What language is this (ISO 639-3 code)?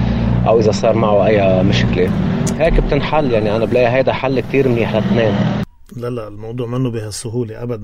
apc